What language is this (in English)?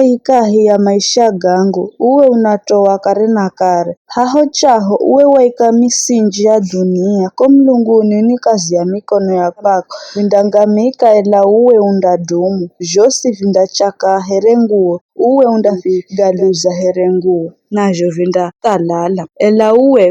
Giryama